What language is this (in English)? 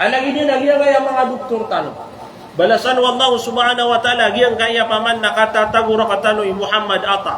Maranao